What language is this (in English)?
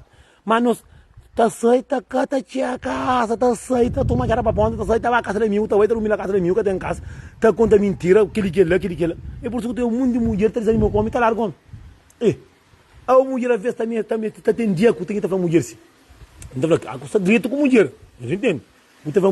Kabuverdianu